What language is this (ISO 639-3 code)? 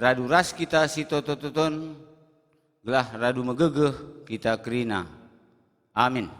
btx